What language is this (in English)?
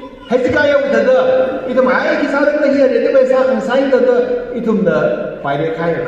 Tangkhul Naga (India)